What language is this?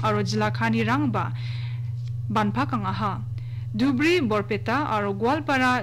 Garo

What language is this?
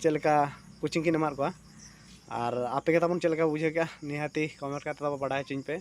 Santali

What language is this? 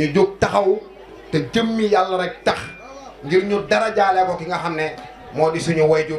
Wolof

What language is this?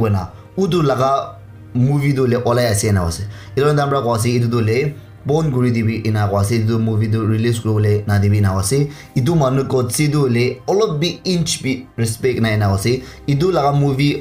Naga Pidgin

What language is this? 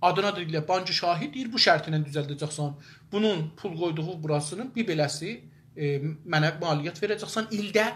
South Azerbaijani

